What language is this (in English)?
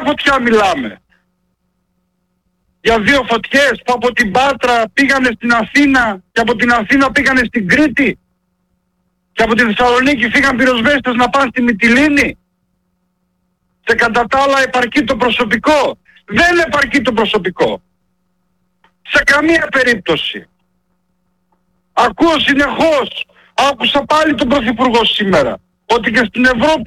Greek